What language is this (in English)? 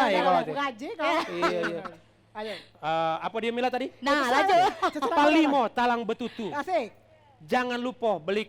Musi